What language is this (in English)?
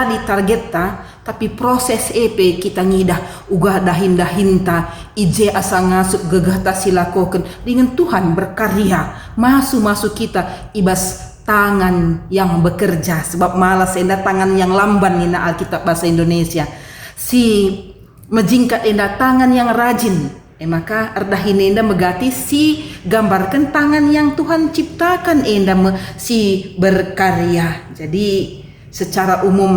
Batak Karo